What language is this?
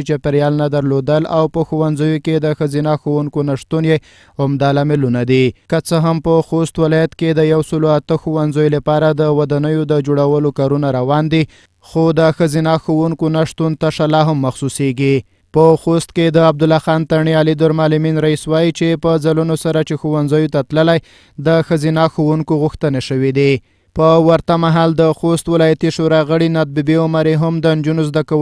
Pashto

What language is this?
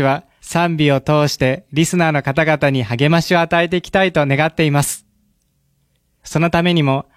Japanese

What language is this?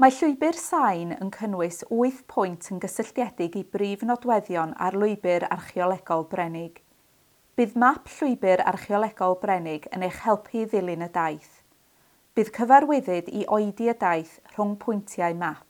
Welsh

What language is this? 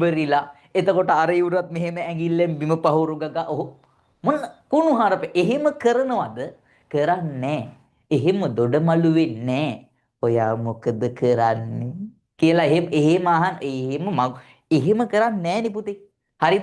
Sinhala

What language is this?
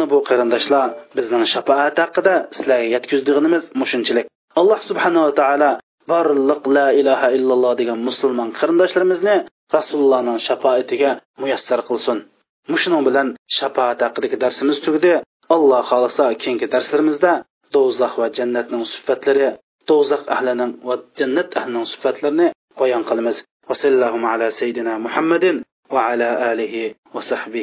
Uyghur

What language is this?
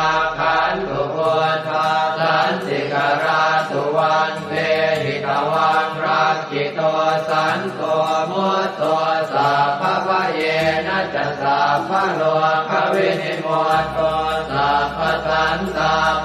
Pali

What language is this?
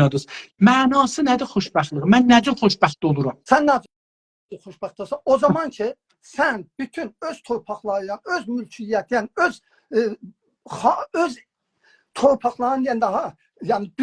South Azerbaijani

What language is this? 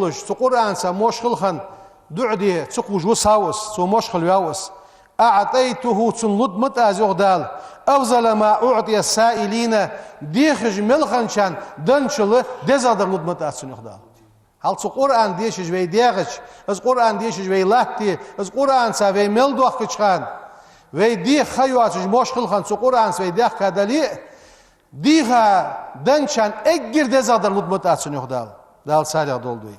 Ingush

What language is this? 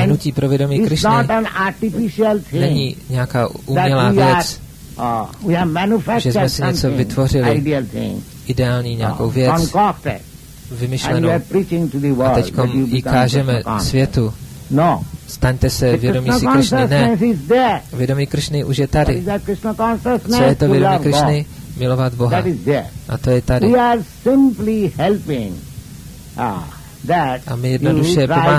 Czech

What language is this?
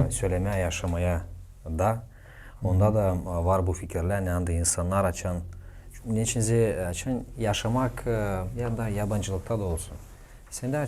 Gagauz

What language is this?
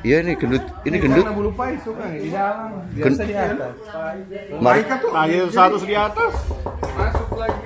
Manado Malay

